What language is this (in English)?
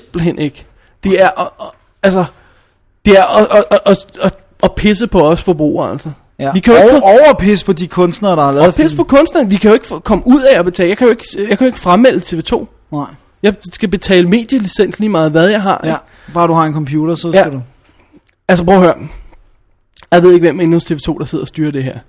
Danish